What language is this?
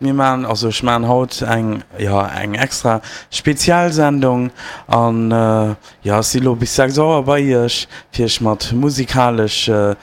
Luxembourgish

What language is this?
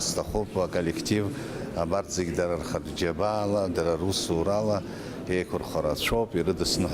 Abkhazian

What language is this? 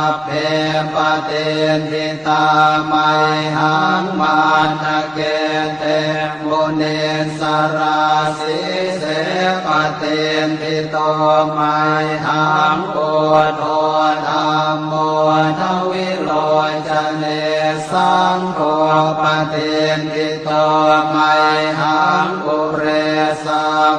Pali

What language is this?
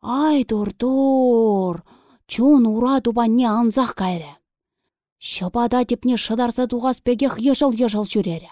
Chuvash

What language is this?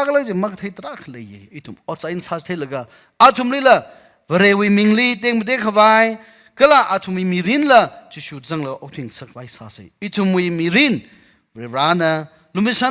Tangkhul Naga (India)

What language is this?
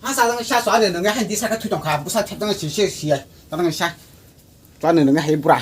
Kok Borok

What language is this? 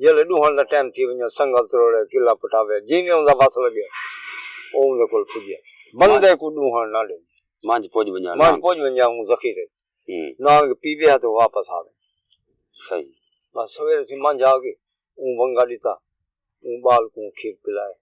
Saraiki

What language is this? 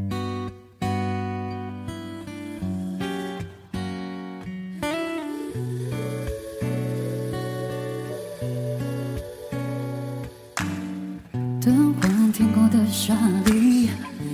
Chinese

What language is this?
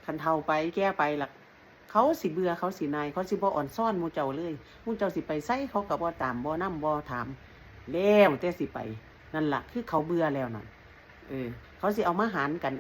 Northeastern Thai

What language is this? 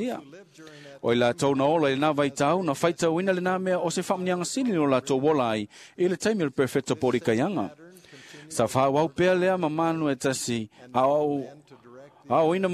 Samoan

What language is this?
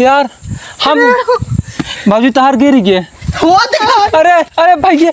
Awadhi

